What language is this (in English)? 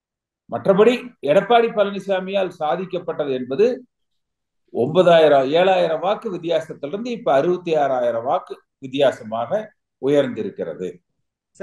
Tamil